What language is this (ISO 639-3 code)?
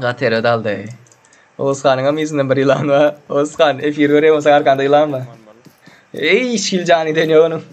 tuk